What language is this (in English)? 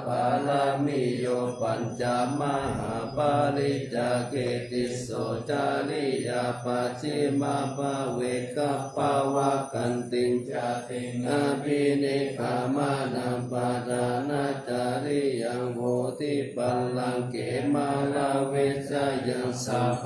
Pali